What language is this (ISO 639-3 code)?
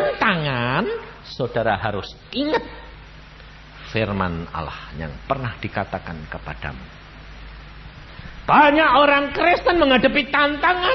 ind